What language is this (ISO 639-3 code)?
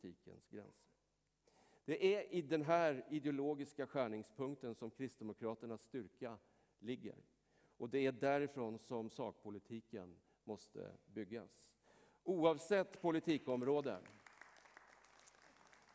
swe